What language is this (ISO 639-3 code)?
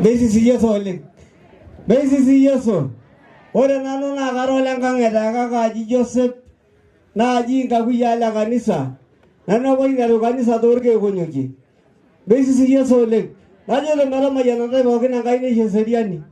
mas